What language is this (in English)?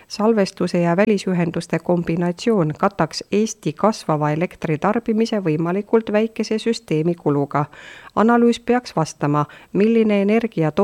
Estonian